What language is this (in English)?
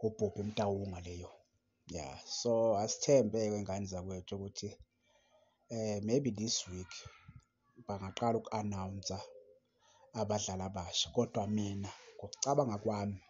Zulu